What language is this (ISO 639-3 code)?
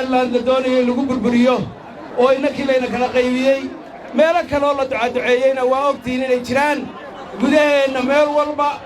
som